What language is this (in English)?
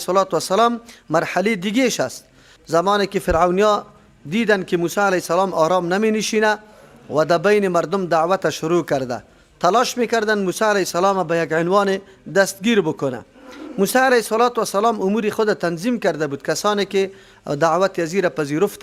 Persian